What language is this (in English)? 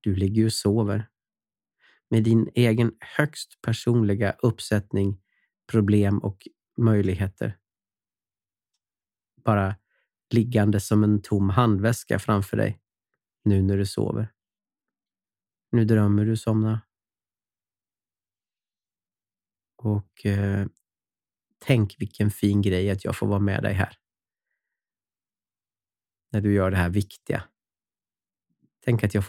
Swedish